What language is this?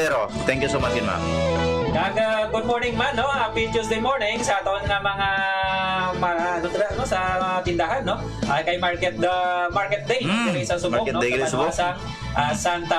Hiligaynon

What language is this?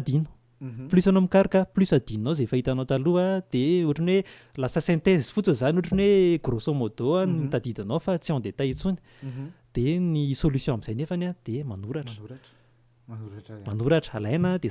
Malagasy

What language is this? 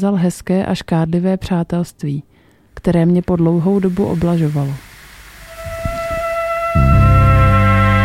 Czech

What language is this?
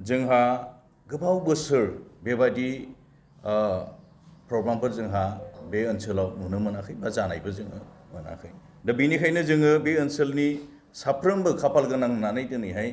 Bodo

